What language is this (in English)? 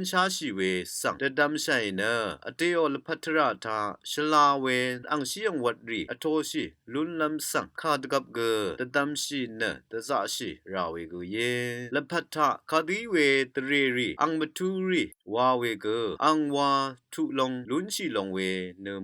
Rawang